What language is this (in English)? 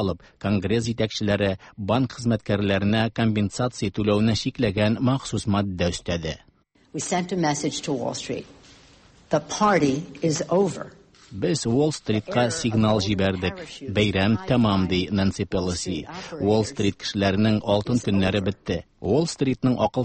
Tatar